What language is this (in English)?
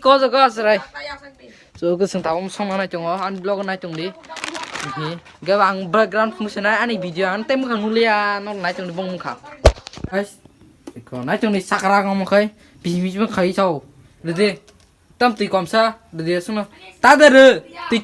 Kok Borok